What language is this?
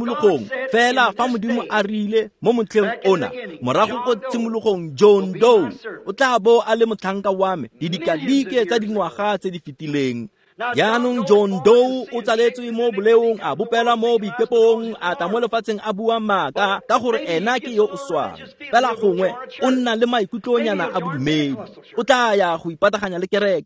Tswana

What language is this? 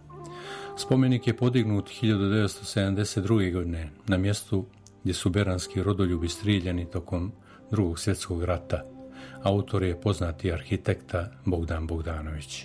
Serbian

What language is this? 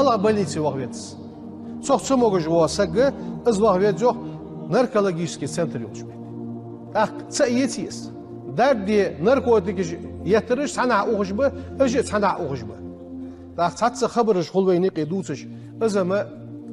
Ingush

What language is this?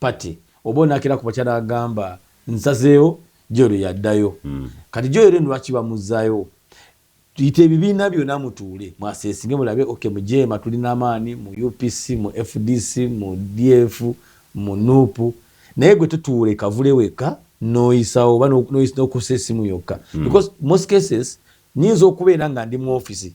Ganda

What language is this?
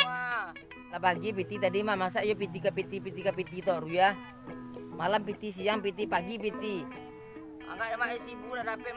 Minangkabau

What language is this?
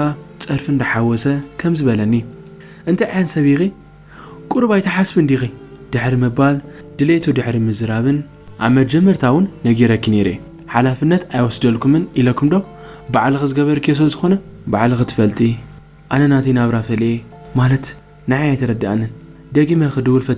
Tigrinya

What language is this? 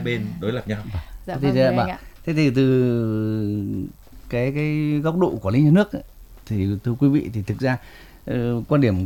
Vietnamese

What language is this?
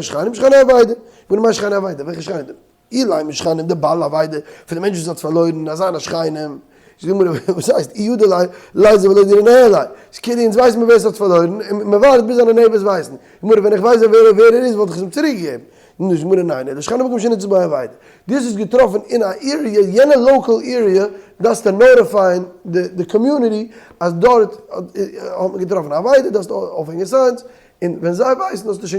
Yiddish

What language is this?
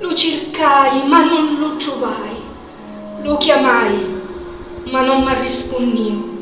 Sicilian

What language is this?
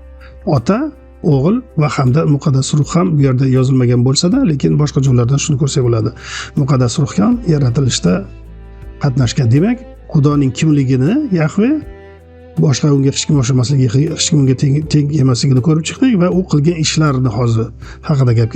Uzbek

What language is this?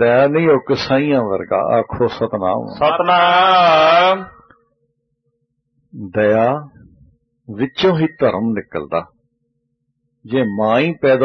Punjabi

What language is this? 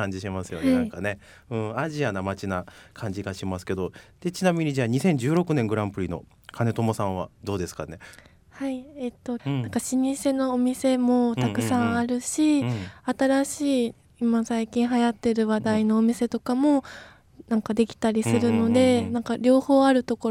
Japanese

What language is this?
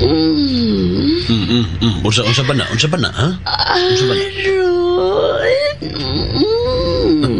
Cebuano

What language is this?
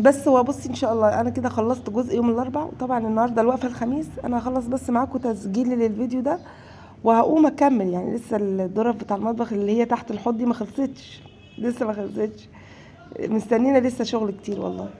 Egyptian Arabic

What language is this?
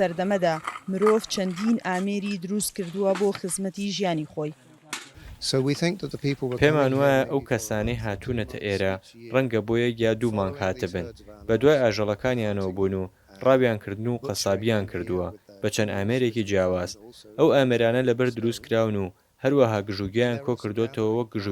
Central Kurdish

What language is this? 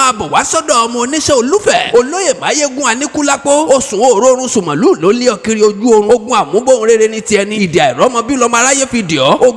Yoruba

